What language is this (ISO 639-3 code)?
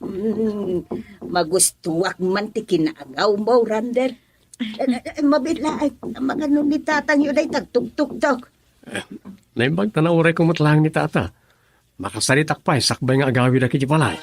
ilo